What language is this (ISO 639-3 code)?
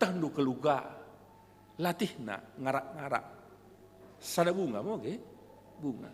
btx